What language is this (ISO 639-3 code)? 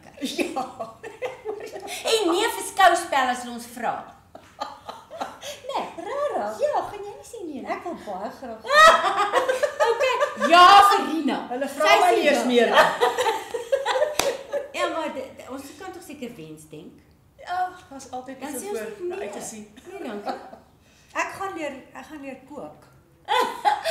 afr